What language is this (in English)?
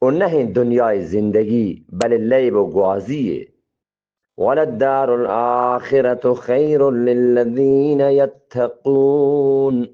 Eastern Balochi